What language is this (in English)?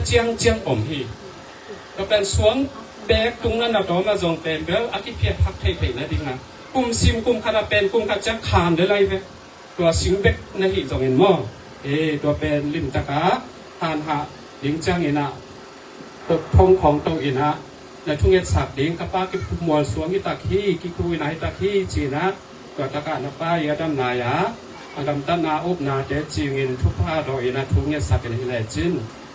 Tedim Chin